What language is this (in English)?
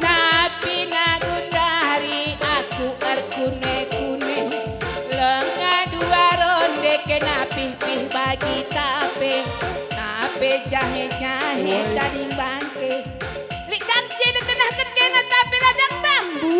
Batak Karo